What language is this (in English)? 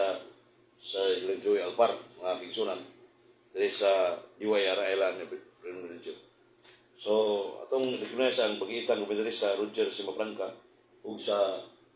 Cebuano